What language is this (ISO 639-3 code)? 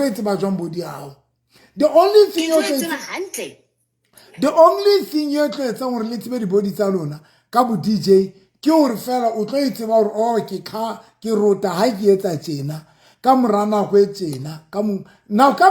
sot